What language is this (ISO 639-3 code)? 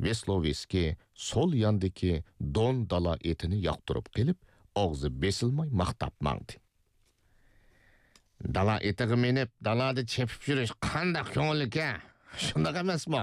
uig